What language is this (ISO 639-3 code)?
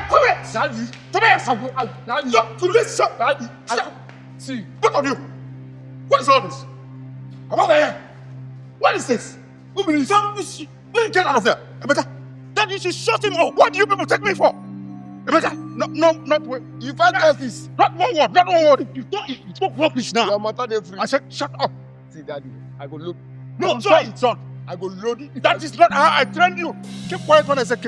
pcm